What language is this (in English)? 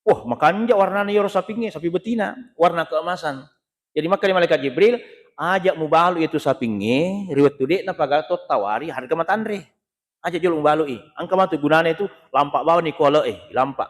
Buginese